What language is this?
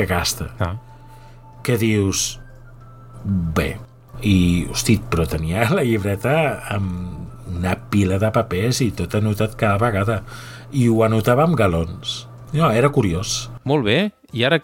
Catalan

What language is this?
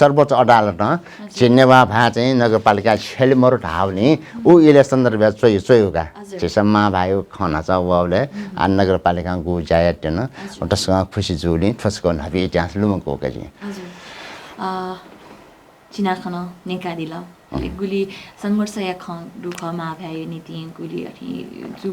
Newari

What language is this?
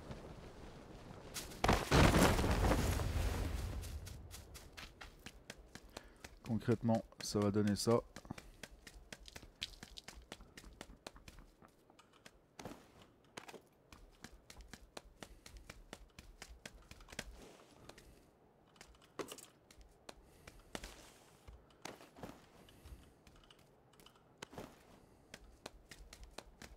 French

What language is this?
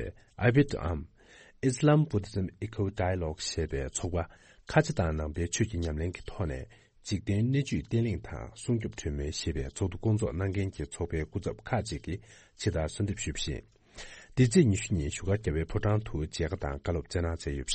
Tibetan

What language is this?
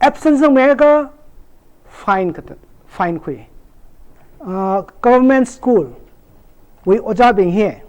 Tangkhul Naga (India)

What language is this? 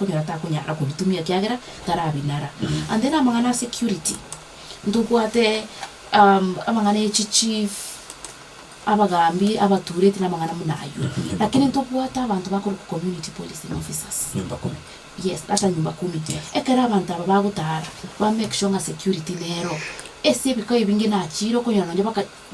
Gusii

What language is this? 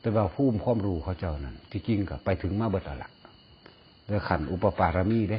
Northeastern Thai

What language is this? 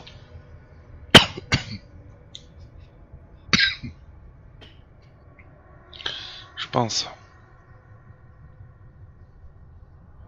French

